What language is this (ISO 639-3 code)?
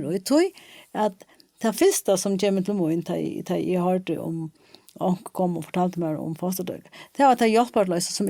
fao